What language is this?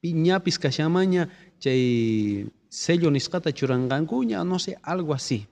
South Bolivian Quechua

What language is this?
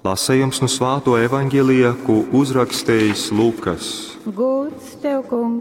Latgalian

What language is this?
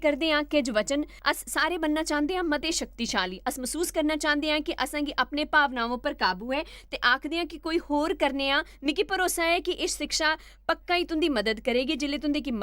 Dogri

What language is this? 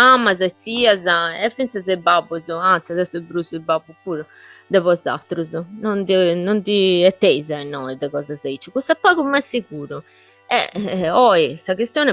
Sardinian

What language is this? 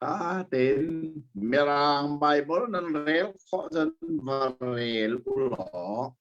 Hakha Chin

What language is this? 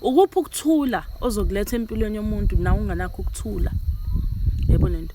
Zulu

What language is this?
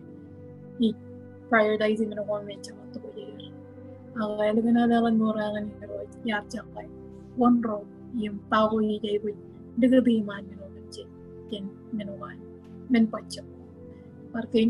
Marshallese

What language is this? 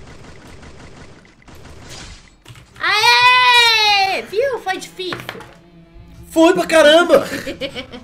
Portuguese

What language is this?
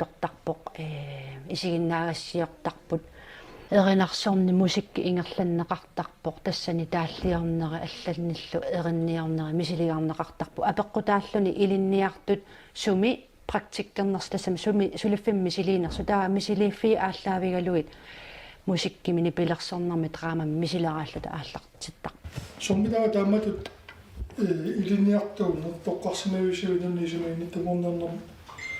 Kalaallisut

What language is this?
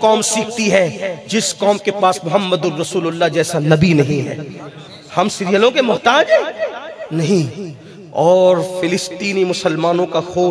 Urdu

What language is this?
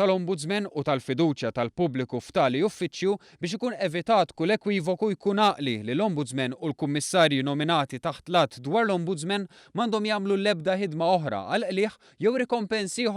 Maltese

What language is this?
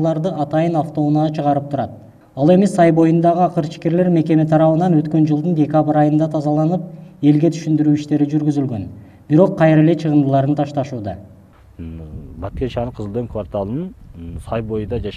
Kyrgyz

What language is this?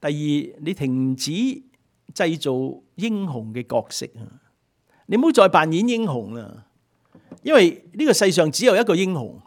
Cantonese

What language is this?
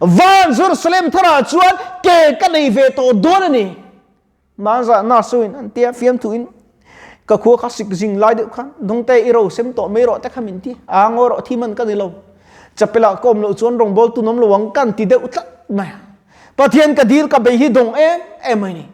Mizo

